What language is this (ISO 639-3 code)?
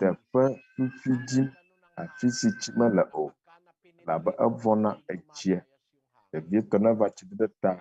ewe